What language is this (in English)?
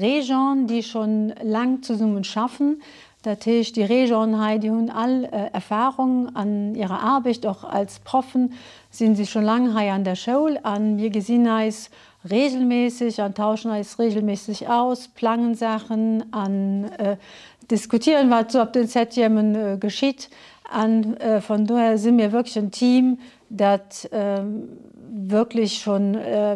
German